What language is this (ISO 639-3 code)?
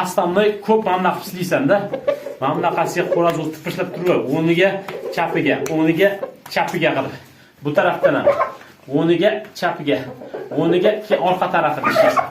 uzb